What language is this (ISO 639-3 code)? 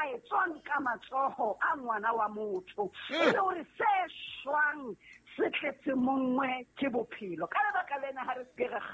sot